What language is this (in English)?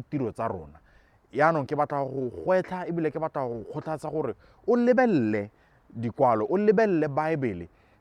Tswana